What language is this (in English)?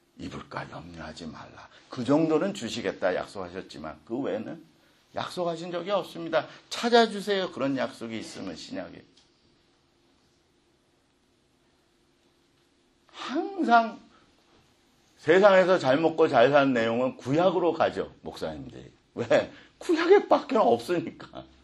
Korean